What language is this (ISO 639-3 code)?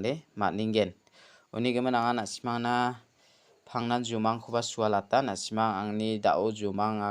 grt